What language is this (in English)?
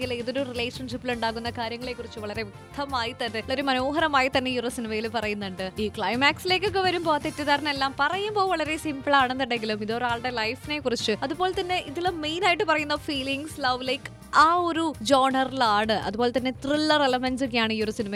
Malayalam